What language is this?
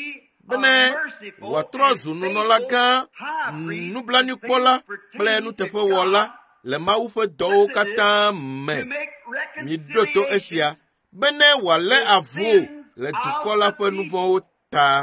Ewe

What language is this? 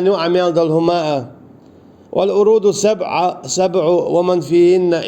Chechen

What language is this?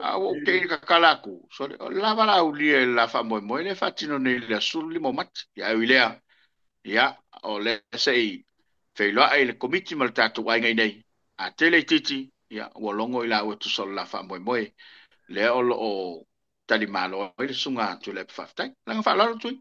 Samoan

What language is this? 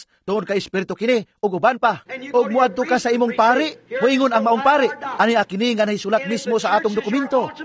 Cebuano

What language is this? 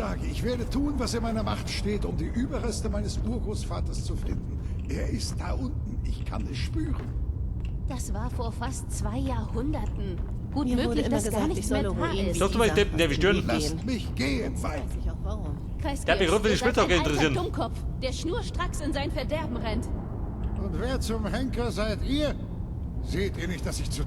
Bavarian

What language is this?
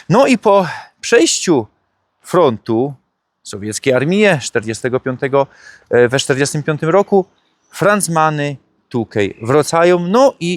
Silesian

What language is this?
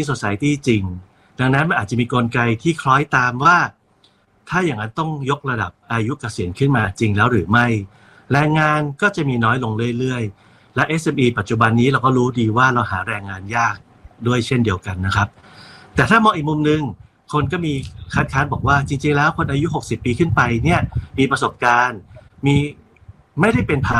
Thai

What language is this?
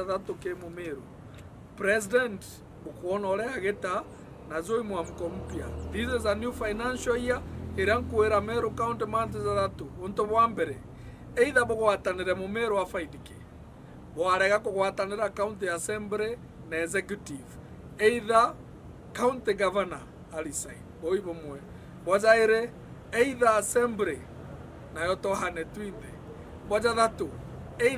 Meru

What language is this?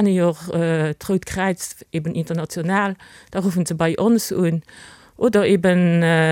Luxembourgish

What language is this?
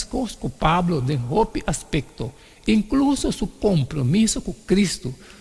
Papiamento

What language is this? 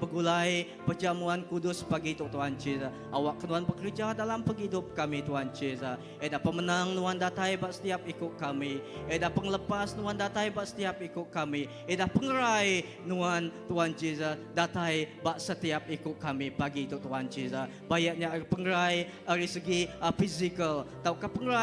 Iban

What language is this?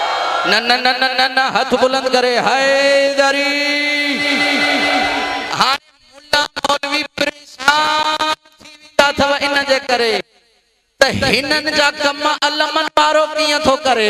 Sindhi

